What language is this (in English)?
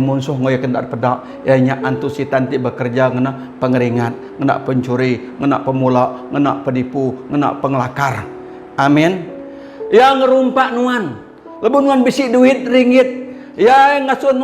Iban